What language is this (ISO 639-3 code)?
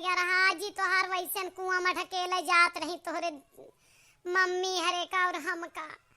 awa